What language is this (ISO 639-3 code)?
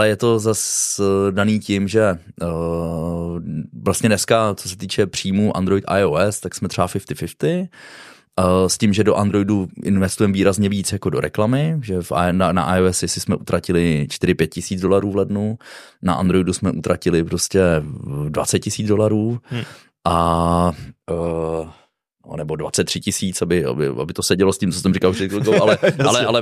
ces